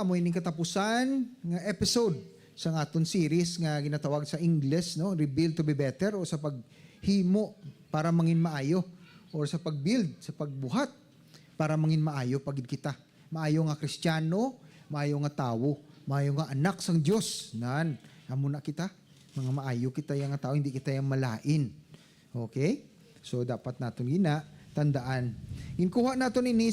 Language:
Hiligaynon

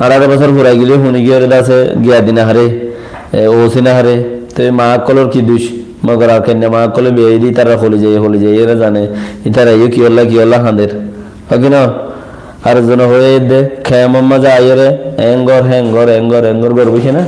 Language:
Rohingya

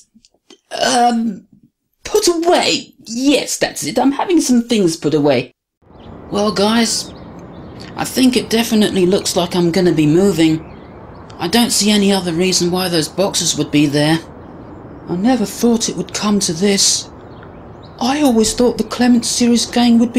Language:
English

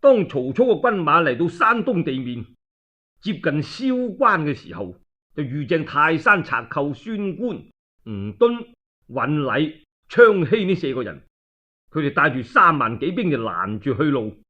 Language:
Cantonese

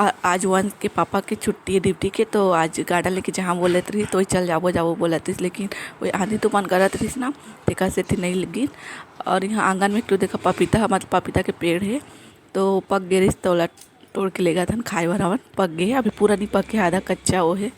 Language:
Chhattisgarhi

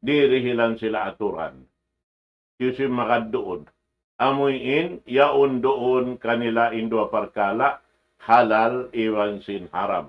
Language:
Tausug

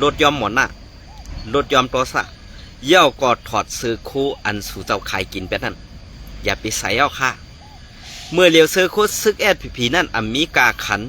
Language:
Shan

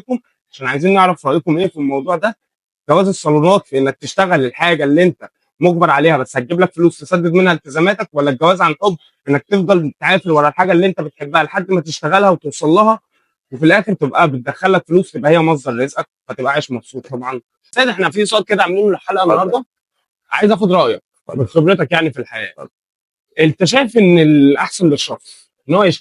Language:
Egyptian Arabic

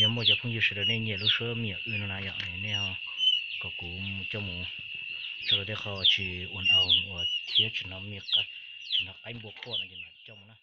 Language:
Hmong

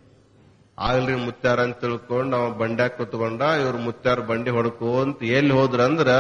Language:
Kannada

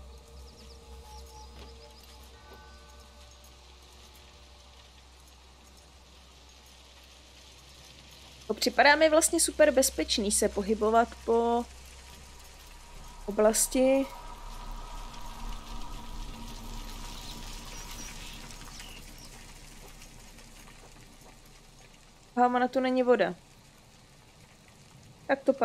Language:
Czech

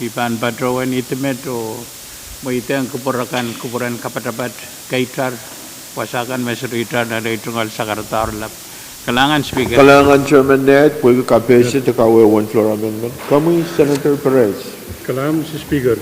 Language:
Pohnpeian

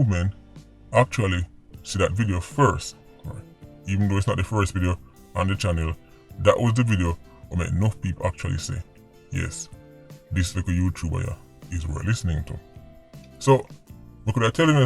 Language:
Jamaican Creole English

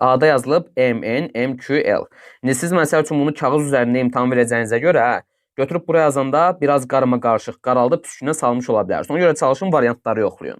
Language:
Azerbaijani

